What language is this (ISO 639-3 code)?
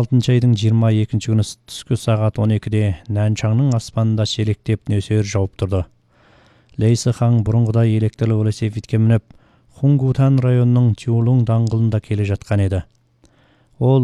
kaz